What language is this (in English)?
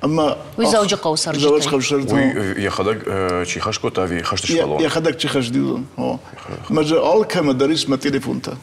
Ossetic